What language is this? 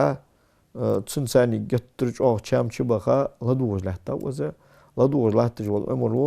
Ingush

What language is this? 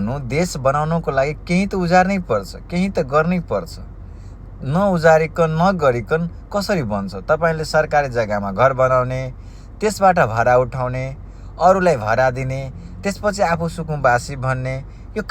Nepali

